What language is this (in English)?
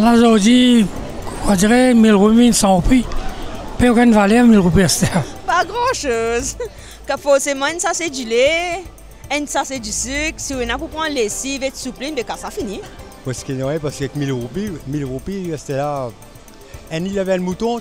Morisyen